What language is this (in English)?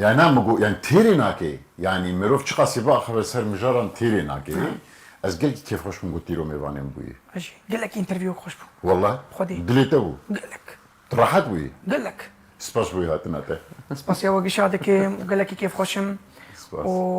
Kurdish